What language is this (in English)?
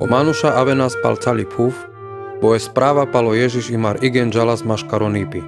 Carpathian Romani